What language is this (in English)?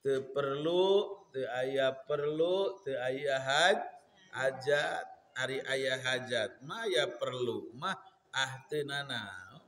Sundanese